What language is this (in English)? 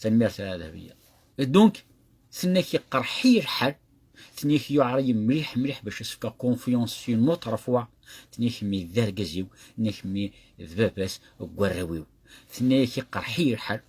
Kabyle